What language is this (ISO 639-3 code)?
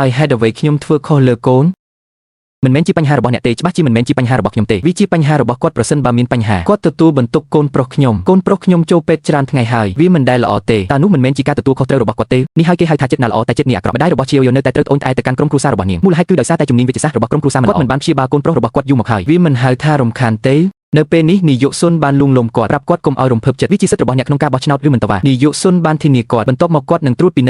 khm